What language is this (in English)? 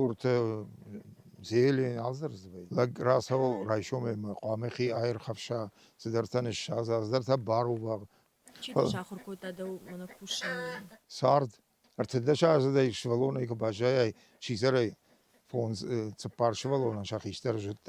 Ossetic